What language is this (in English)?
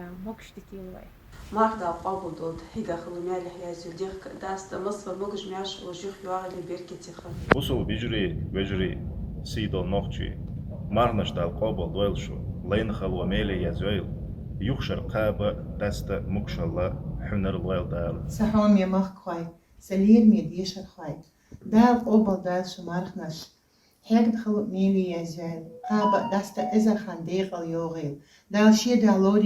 Chechen